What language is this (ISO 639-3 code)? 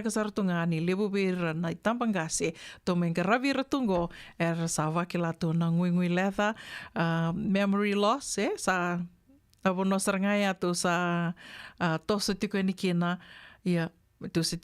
fij